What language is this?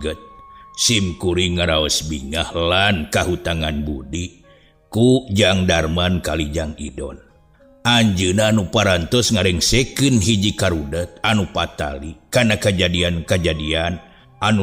Sundanese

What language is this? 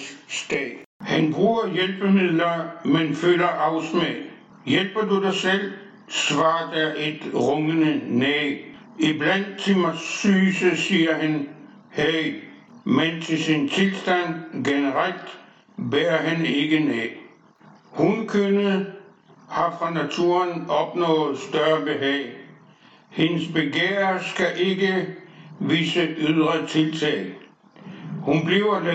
Danish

